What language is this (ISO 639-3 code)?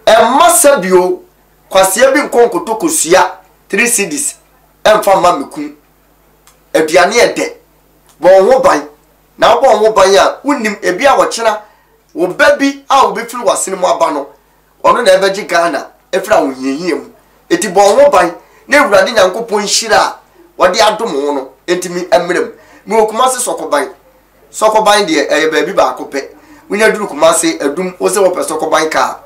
aka